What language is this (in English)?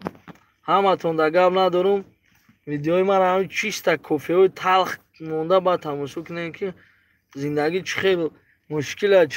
Tajik